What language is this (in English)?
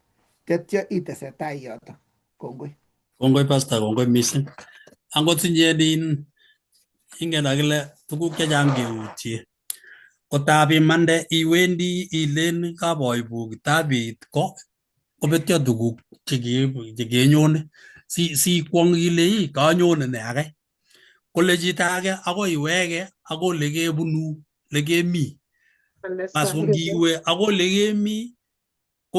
Kalenjin